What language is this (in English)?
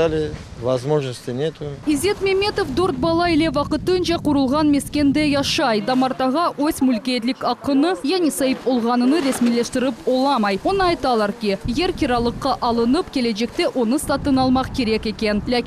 Crimean Tatar